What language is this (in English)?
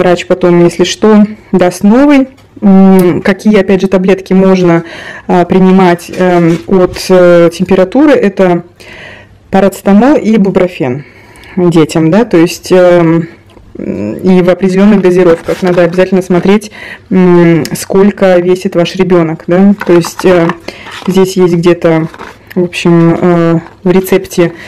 Russian